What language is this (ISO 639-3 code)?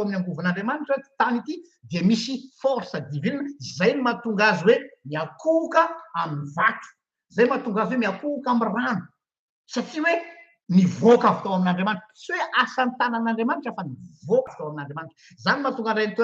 mlg